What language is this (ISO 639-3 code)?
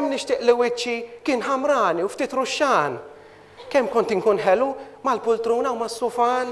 mlt